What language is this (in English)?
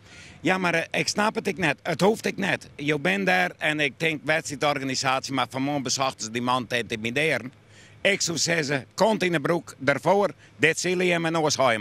Western Frisian